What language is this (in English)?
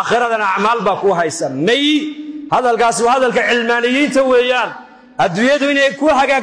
Somali